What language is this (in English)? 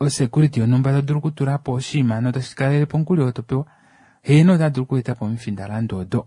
Kuanyama